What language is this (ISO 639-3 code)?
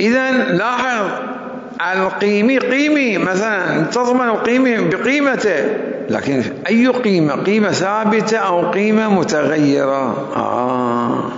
acm